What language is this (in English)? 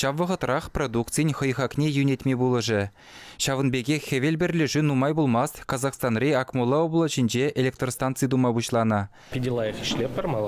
Chuvash